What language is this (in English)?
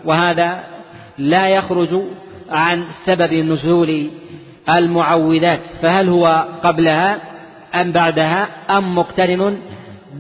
Arabic